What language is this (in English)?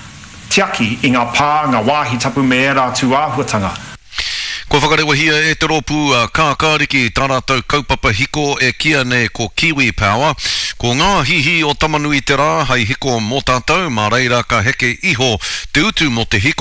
Māori